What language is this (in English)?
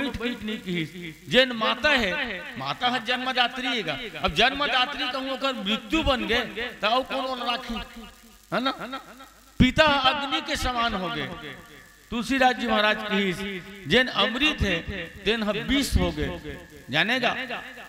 Chhattisgarhi